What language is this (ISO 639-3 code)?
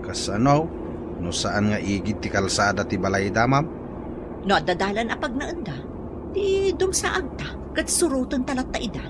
ilo